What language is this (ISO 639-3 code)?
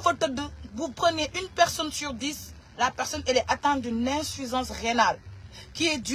wol